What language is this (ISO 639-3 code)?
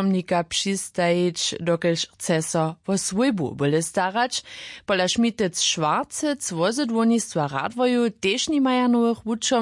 hsb